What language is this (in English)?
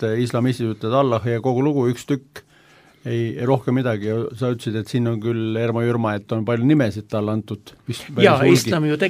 Estonian